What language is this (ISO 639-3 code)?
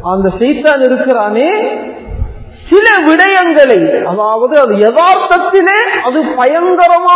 tam